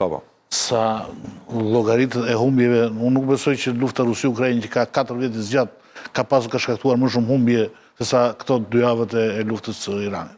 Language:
Albanian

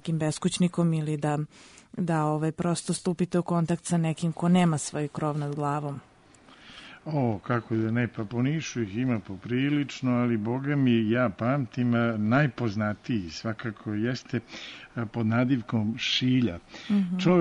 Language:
Serbian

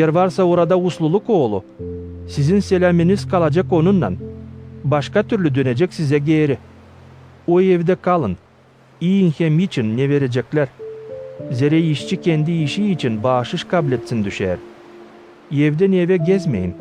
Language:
Gagauz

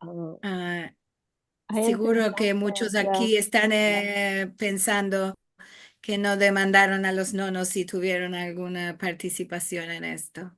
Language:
Ladino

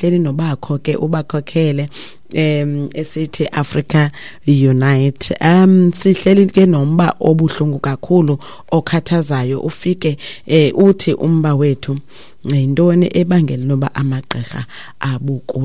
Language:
Xhosa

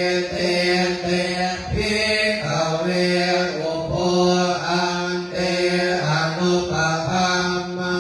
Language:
Pali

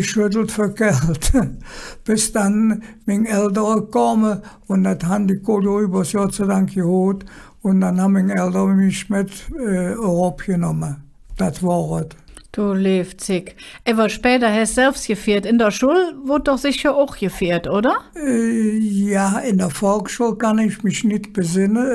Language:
Colognian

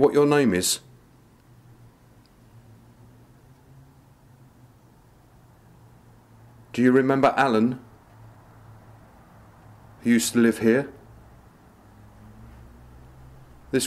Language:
English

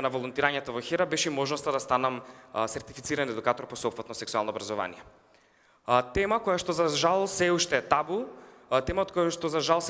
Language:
Macedonian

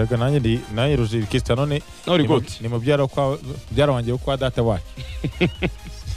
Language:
Kinyarwanda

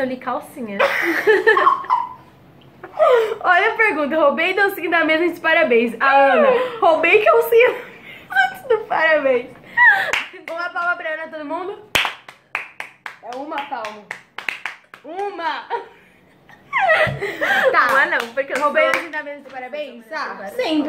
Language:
Portuguese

